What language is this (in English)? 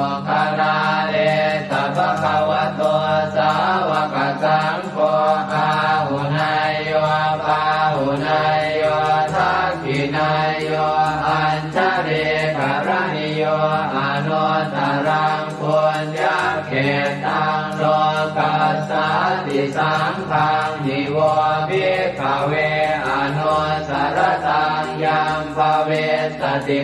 Pali